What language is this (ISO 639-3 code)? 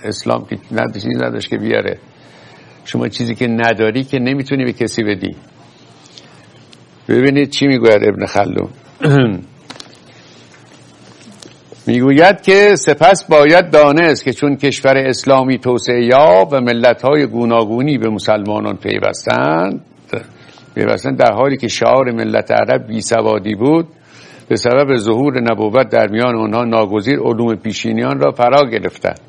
fas